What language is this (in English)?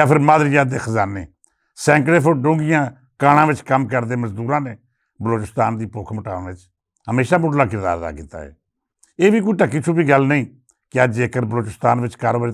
Western Panjabi